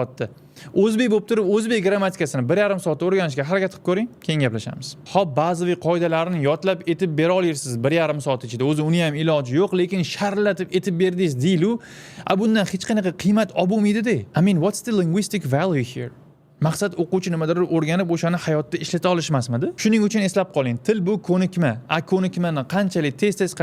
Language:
Uzbek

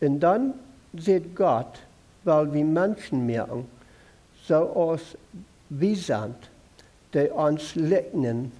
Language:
Plautdietsch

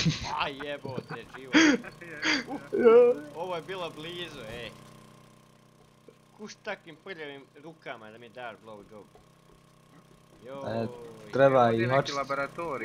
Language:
Croatian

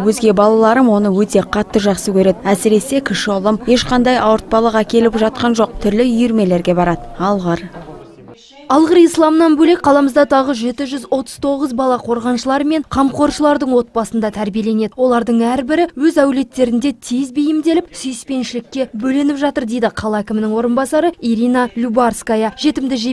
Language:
Kazakh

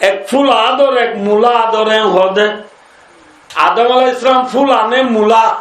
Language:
Rohingya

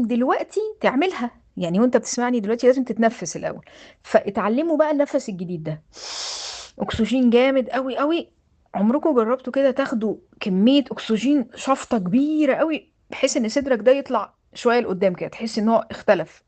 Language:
Egyptian Arabic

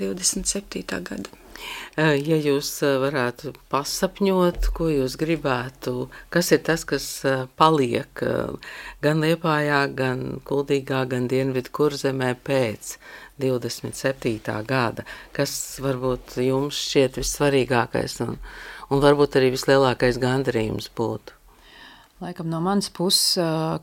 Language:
Latvian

